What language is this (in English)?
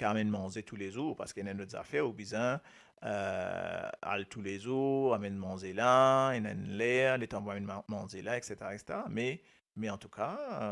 Morisyen